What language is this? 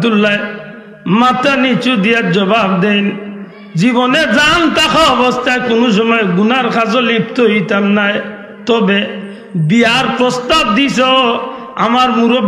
Sylheti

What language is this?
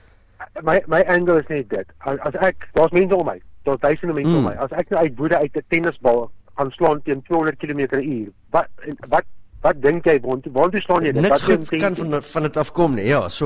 Afrikaans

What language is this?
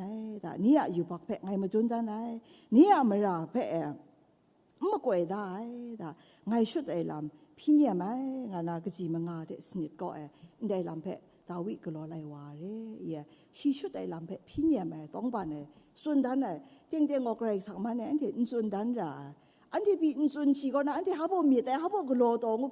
Kachin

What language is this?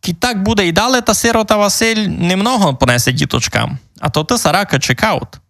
Rusyn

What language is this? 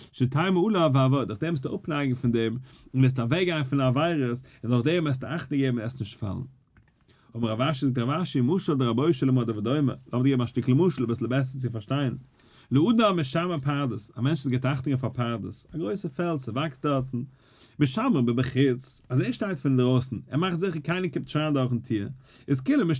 Yiddish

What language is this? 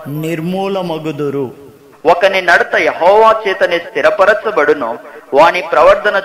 Telugu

